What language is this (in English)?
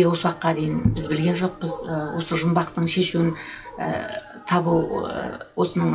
Kazakh